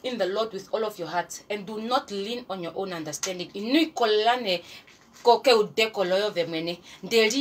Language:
Kuanyama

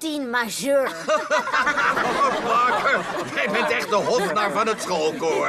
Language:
Dutch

